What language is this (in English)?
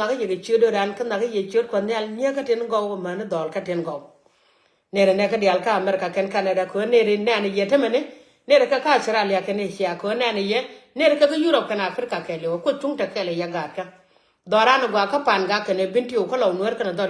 Nuer